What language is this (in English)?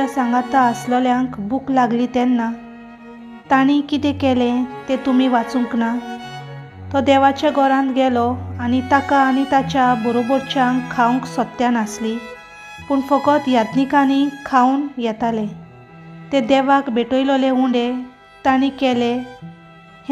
Konkani